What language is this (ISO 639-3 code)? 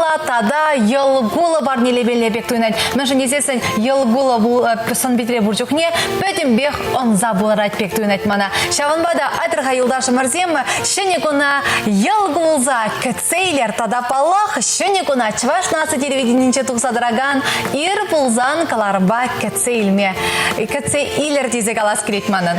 chv